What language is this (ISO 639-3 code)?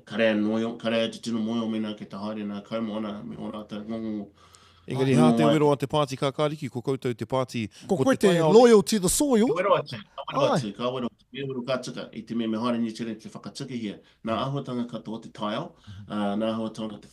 mri